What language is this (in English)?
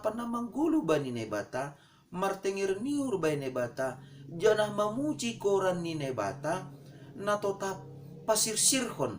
Batak Simalungun